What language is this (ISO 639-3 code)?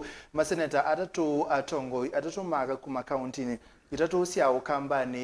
kam